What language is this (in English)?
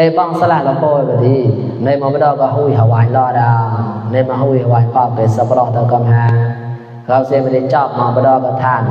Mon